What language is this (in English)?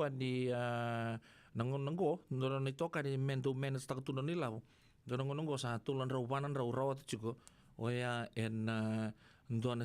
Fijian